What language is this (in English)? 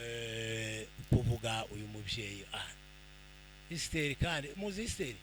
Kinyarwanda